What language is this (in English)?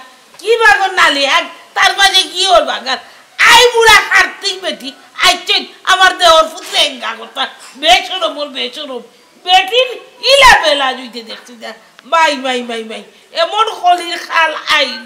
Sylheti